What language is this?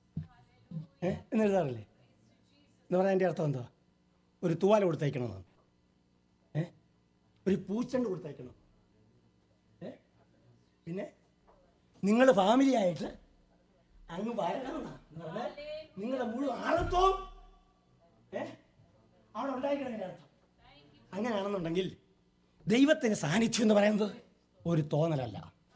Malayalam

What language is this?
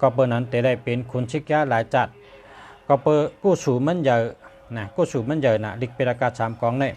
Shan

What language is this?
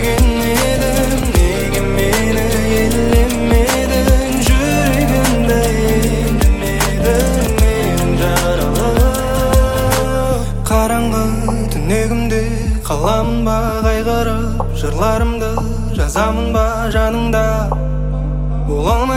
Kazakh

